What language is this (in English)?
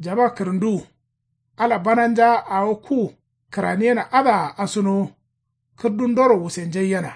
Kanuri